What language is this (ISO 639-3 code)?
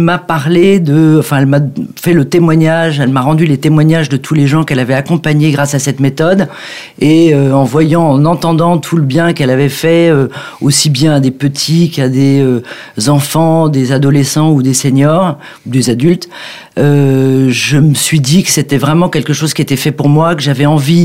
fra